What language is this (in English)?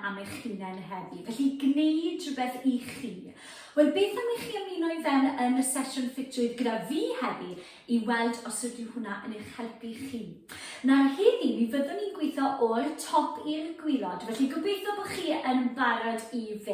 Welsh